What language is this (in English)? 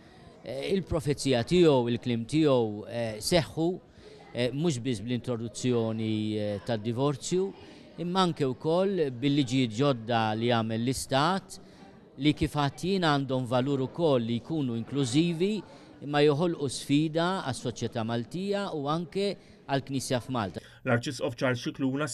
Maltese